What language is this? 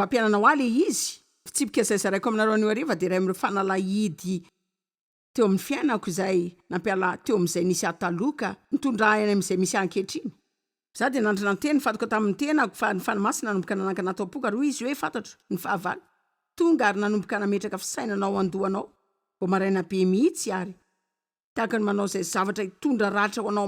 Malagasy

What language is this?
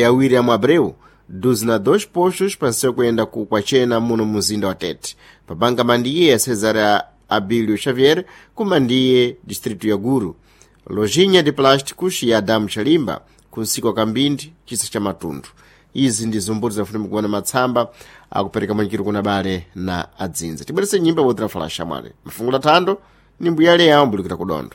Sena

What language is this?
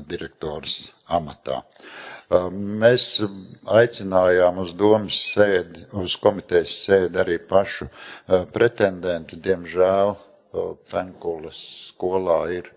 Latvian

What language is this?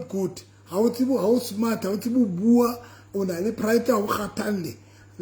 Southern Sotho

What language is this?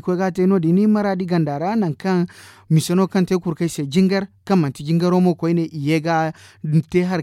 Zarma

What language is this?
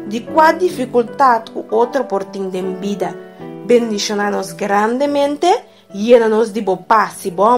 Papiamento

